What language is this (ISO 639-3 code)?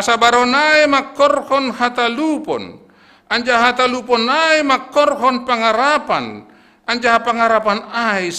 bts